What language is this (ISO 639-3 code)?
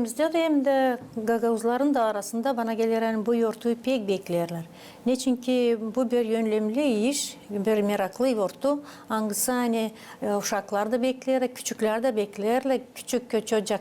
gag